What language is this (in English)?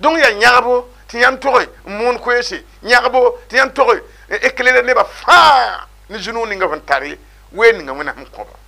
Mossi